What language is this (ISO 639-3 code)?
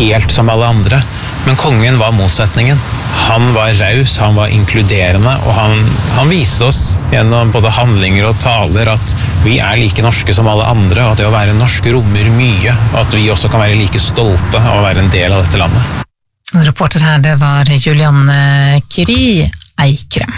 nor